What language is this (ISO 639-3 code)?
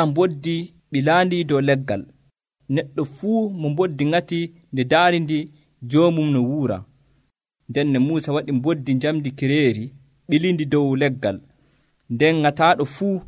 fuv